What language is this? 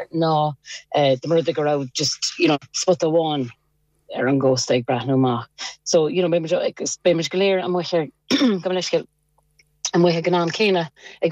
Irish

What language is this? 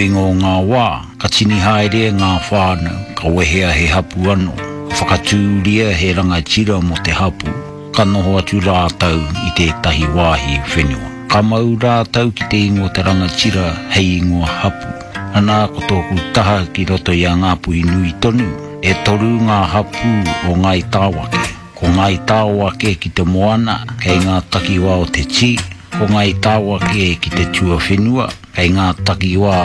Māori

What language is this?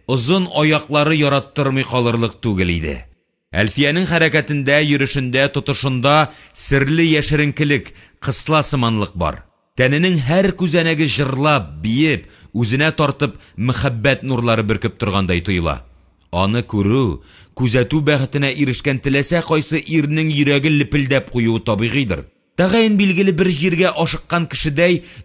Tatar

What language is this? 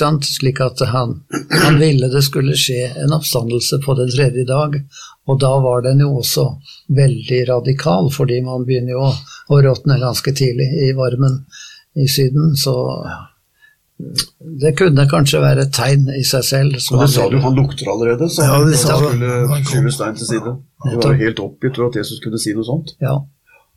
Norwegian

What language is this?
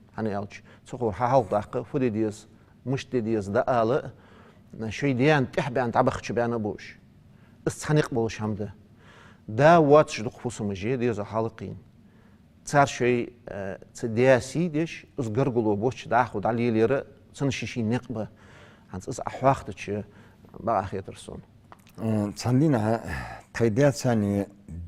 Ingush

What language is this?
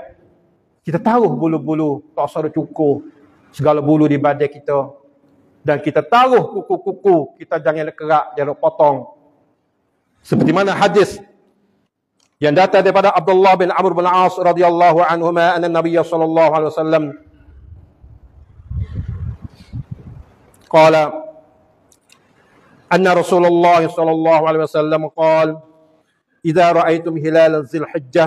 Malay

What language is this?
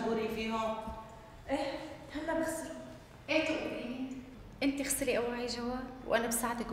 North Levantine Arabic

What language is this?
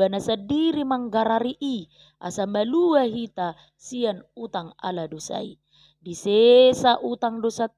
Batak Toba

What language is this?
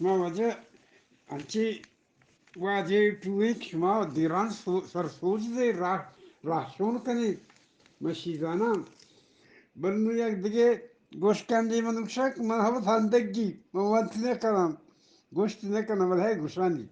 Eastern Balochi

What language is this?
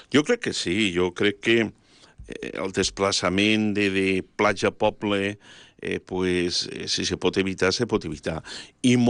Catalan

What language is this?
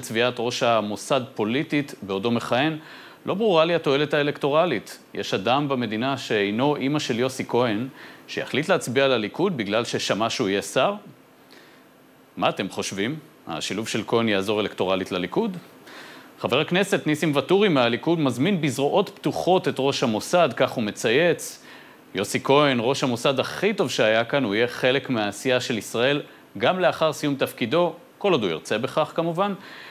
Hebrew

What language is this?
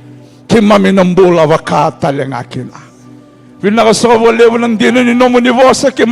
Fijian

